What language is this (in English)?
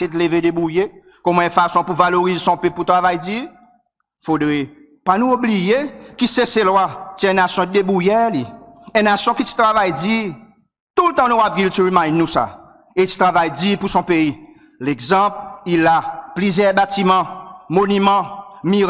Seselwa Creole French